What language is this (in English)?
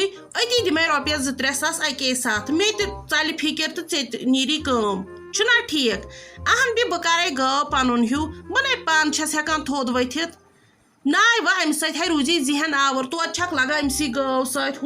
Kashmiri